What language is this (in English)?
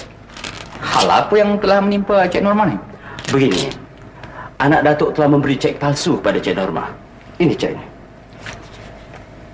Malay